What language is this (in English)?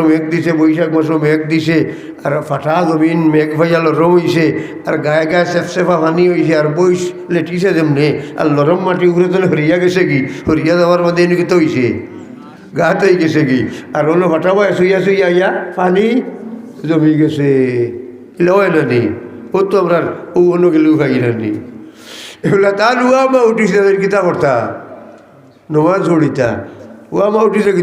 Sylheti